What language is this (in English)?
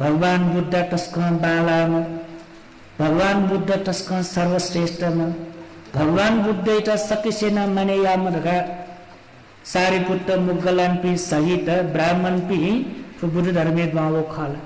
Newari